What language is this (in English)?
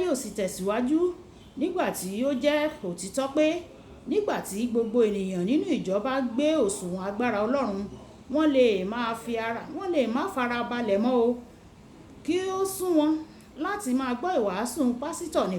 Yoruba